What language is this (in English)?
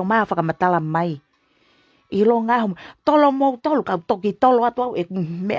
Tongan